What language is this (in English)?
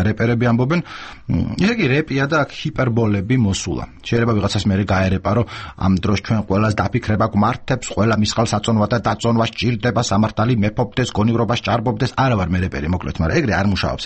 Georgian